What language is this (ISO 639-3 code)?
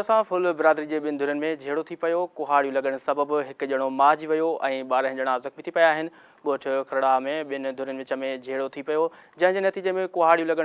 snd